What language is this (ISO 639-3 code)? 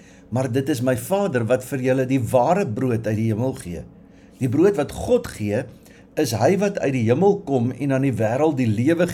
afr